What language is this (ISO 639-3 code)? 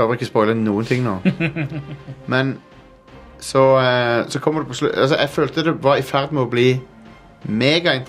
nor